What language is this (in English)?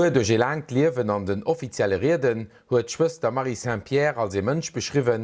Luxembourgish